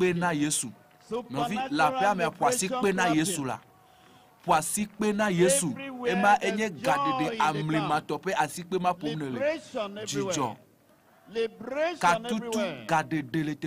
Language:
Ewe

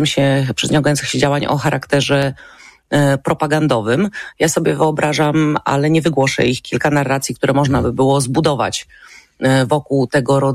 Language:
Polish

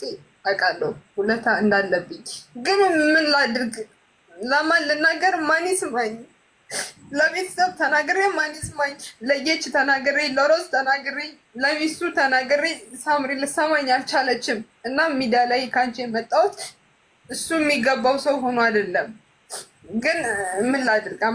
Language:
Amharic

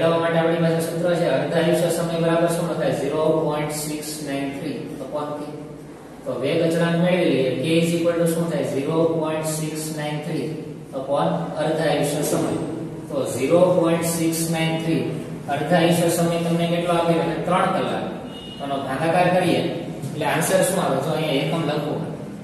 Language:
Gujarati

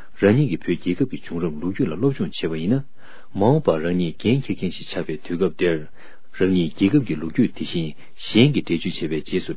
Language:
Tibetan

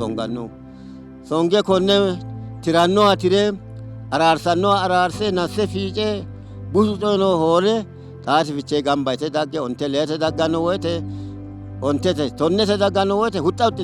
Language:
Sidamo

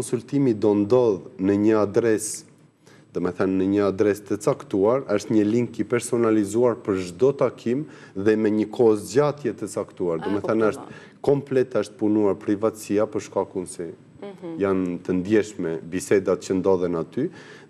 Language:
Albanian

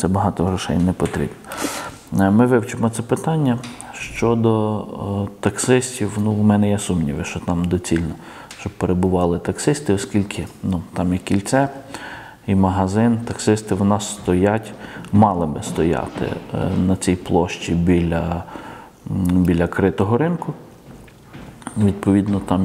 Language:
Ukrainian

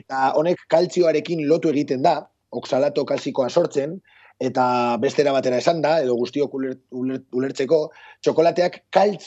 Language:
Basque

